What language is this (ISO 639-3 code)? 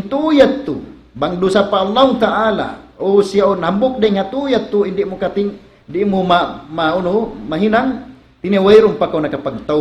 tsg